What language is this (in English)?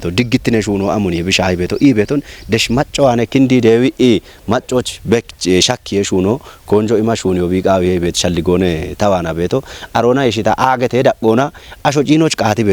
Kafa